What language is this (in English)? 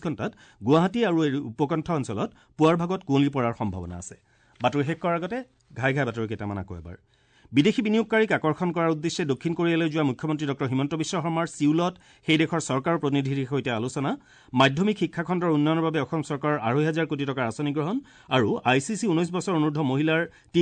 Assamese